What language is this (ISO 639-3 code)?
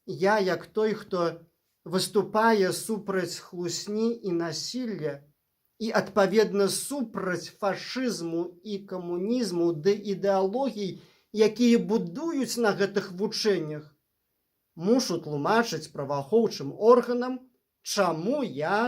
bel